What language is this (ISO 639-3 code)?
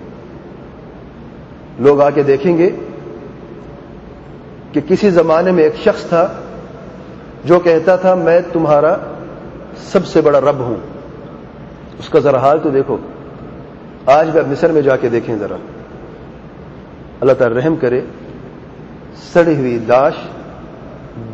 urd